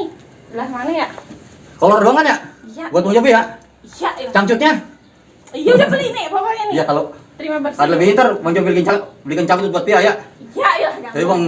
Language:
Betawi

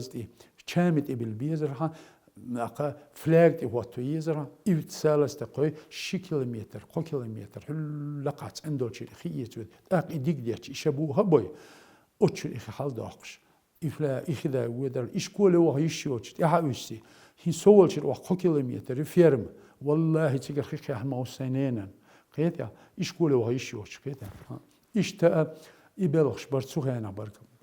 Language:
Chechen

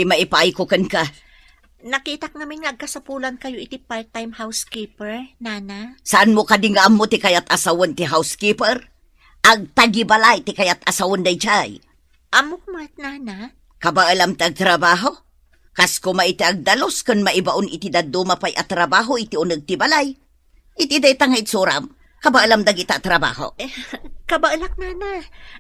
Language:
Iloko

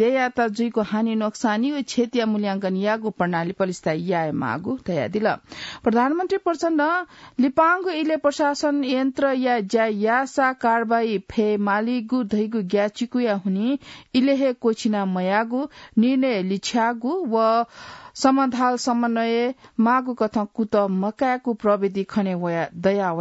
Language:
Newari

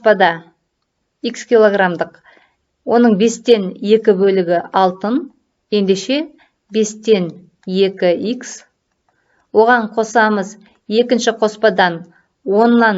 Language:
Kazakh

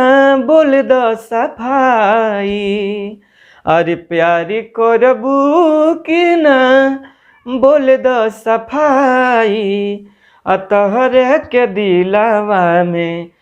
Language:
Bhojpuri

